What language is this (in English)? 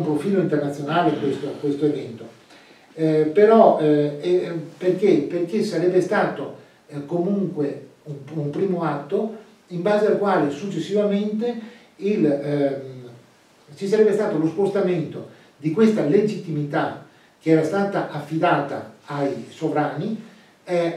Italian